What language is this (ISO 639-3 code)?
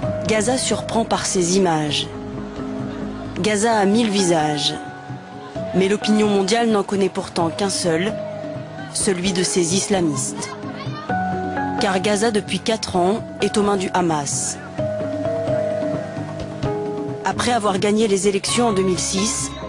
fra